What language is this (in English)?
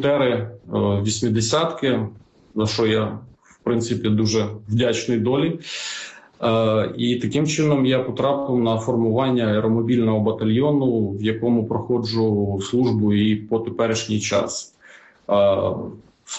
Ukrainian